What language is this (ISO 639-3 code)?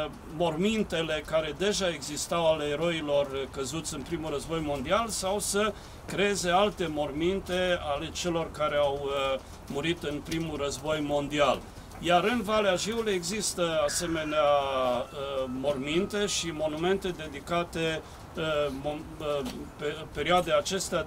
ron